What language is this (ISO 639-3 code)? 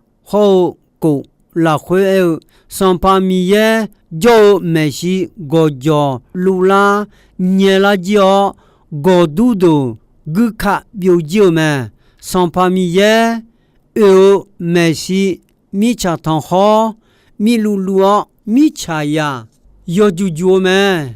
ahk